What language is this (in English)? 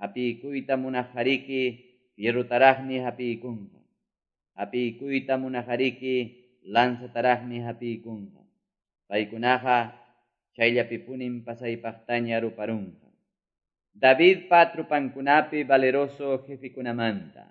Quechua